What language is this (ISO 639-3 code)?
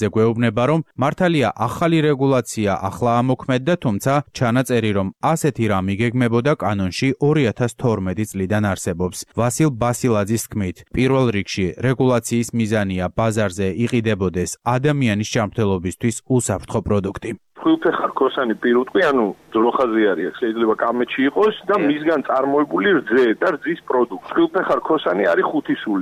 kat